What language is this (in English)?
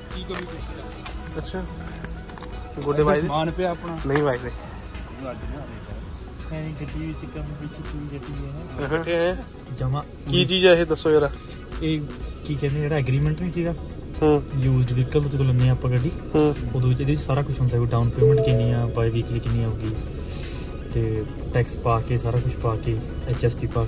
Punjabi